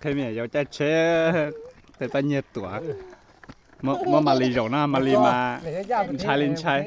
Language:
Hmong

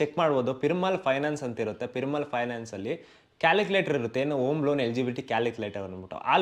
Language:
Kannada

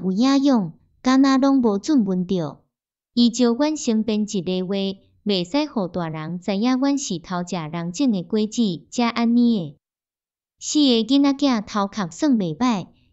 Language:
Min Nan Chinese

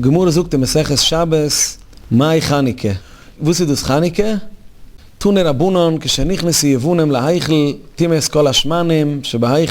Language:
Yiddish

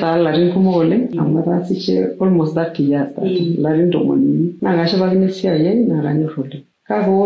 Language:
Masai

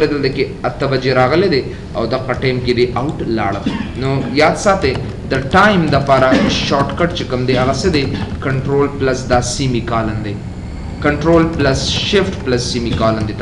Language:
Pashto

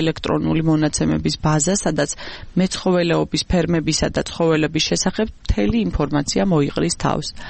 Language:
Georgian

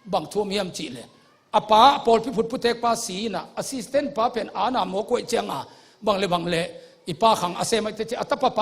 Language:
Tedim Chin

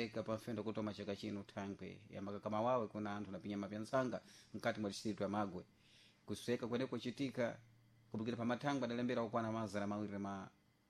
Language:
Sena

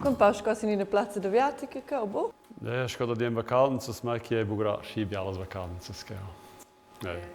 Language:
Romansh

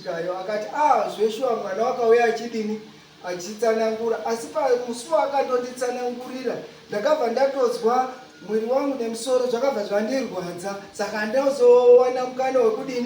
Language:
Shona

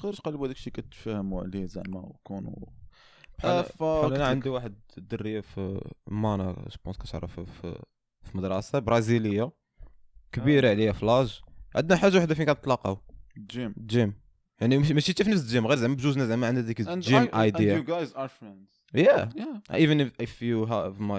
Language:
Moroccan Arabic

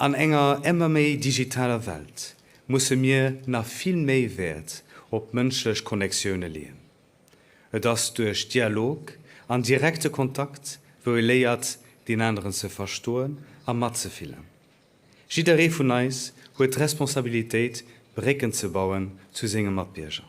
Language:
Luxembourgish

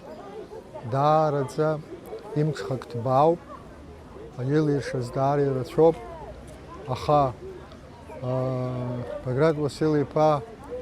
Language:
Abkhazian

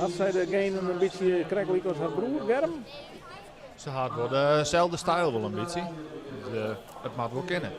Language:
Western Frisian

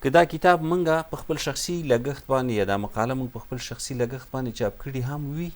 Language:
Pashto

